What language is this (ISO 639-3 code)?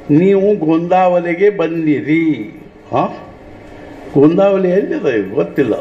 kan